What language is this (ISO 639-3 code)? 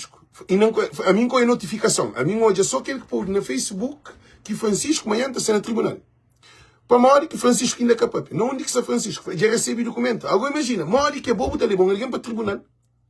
kea